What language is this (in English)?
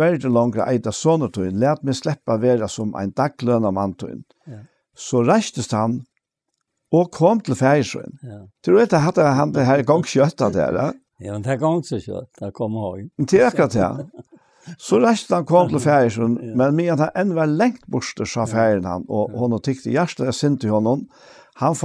Faroese